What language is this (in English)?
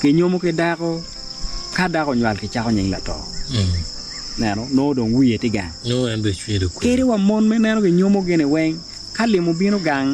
Acoli